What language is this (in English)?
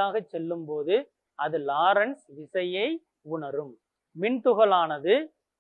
Tamil